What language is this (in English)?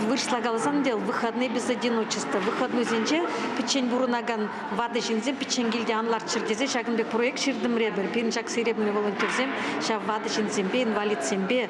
Chuvash